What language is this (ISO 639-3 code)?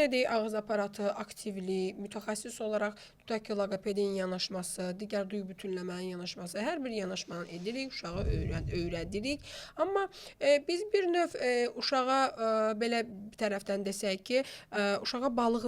aze